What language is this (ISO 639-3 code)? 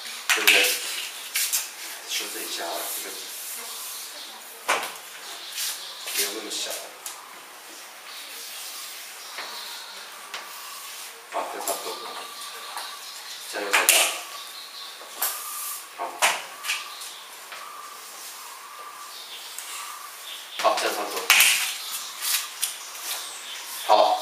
zho